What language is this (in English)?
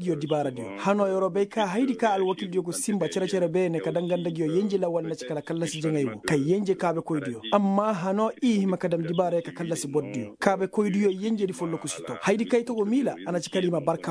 Koyraboro Senni